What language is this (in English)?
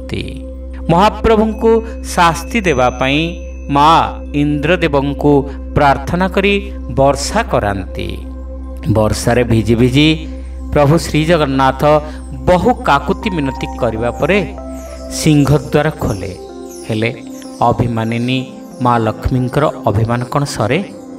Odia